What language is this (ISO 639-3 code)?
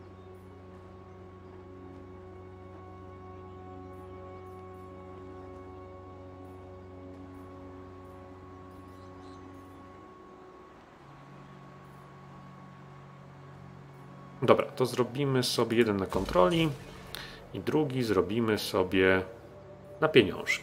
pol